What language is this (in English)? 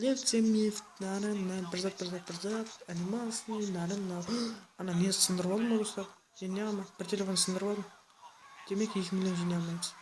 Kara-Kalpak